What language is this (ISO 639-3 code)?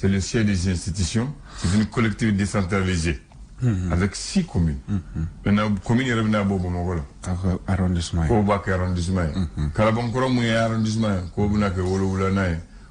bam